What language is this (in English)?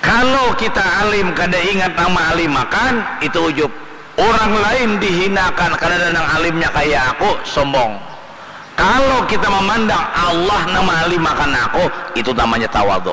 Banjar